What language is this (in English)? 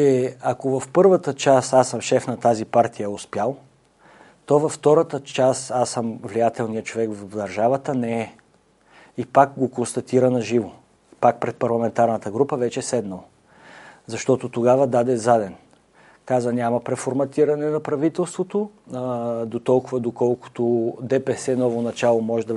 Bulgarian